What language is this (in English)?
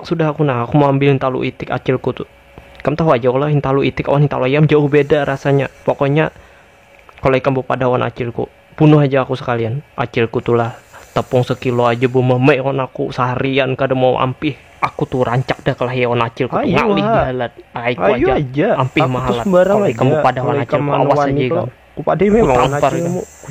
Banjar